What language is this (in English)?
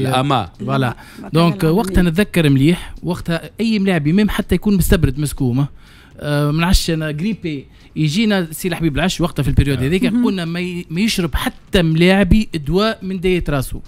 Tunisian Arabic